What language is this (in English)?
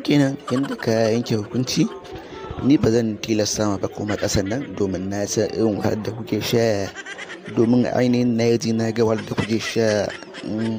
Hausa